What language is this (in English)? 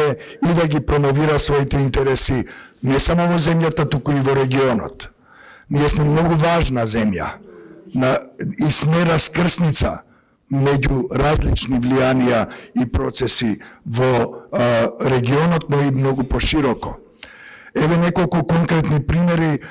Macedonian